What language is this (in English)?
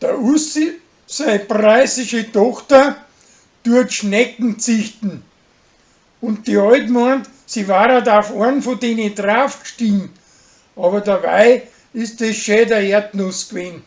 Bavarian